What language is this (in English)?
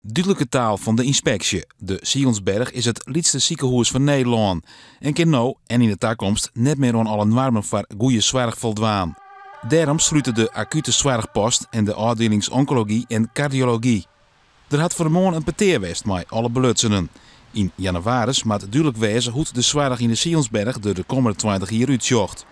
Western Frisian